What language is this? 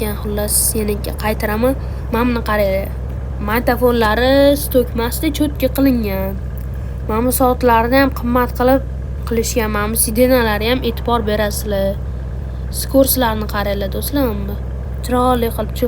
Uzbek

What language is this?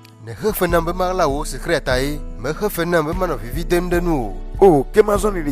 Ewe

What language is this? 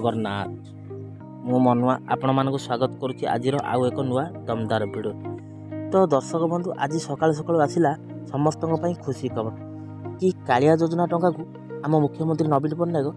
Odia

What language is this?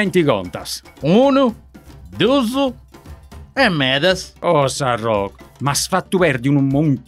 Sardinian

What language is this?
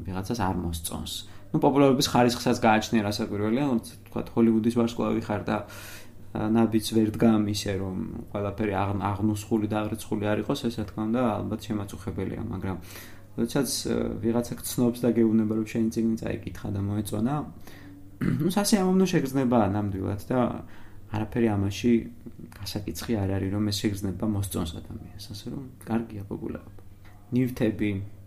Georgian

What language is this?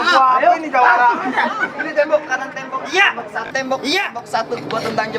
Betawi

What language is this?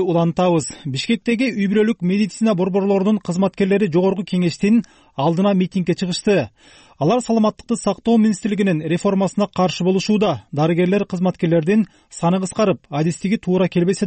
Kyrgyz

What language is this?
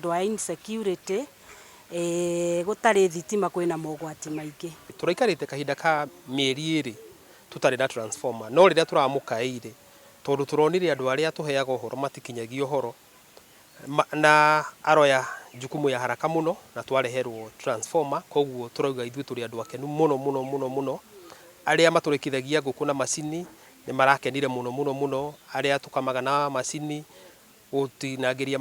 Kikuyu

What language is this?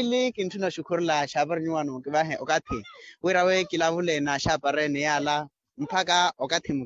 Makhuwa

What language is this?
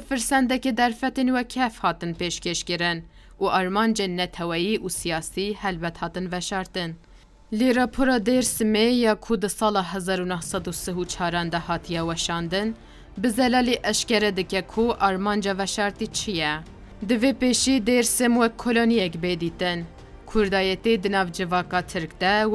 Kurdish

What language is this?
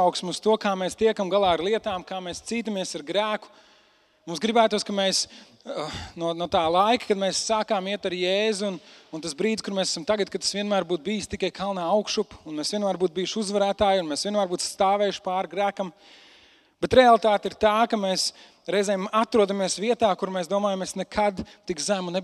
Latvian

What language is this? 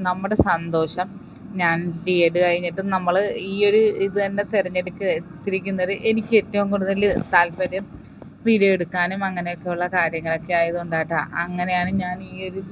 Malayalam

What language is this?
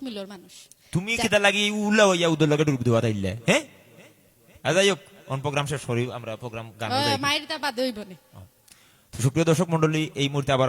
Sylheti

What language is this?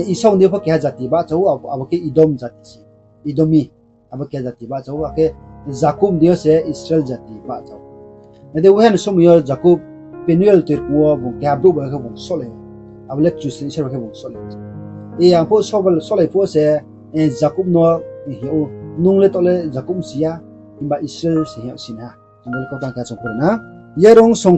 Riang (India)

